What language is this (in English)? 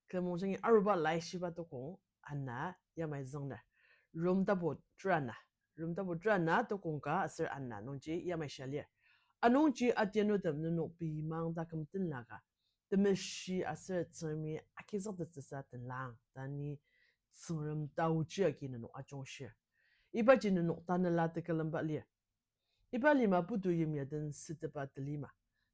Ao Naga